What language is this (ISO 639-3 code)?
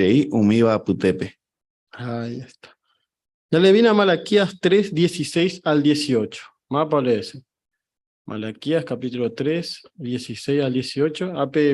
grn